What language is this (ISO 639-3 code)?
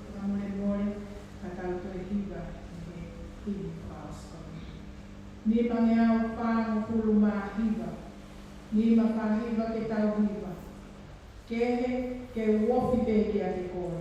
ton